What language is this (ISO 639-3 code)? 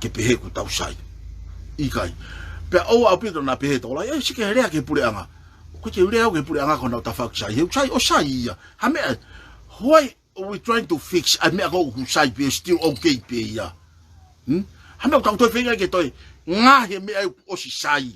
ton